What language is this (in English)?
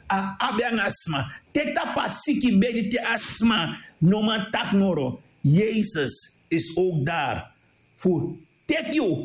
Sranan Tongo